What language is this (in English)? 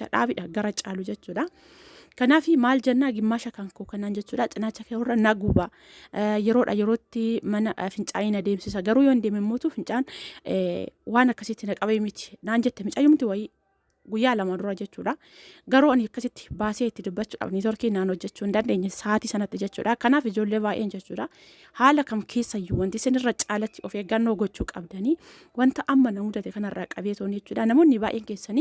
Oromo